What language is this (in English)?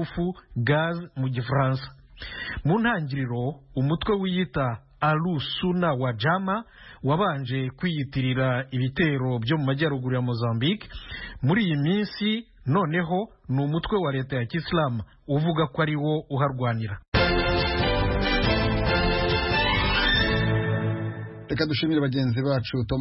Kinyarwanda